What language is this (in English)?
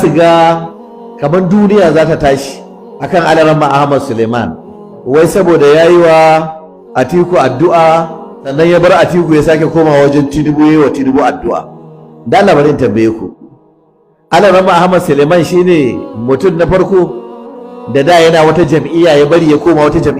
Hausa